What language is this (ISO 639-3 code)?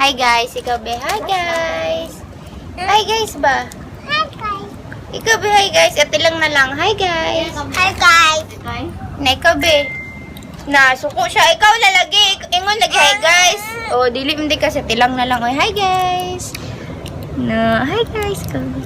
ceb